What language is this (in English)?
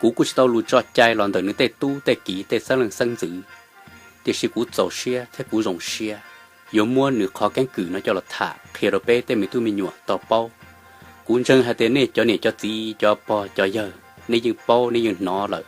Hmong